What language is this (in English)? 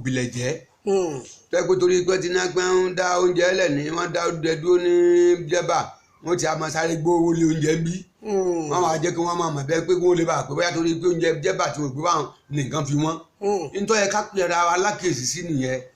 Yoruba